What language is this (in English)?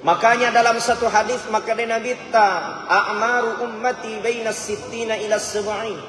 Buginese